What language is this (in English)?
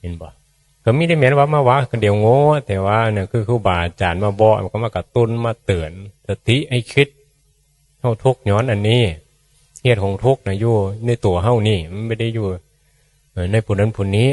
Northeastern Thai